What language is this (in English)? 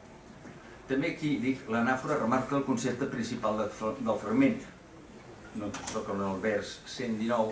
Catalan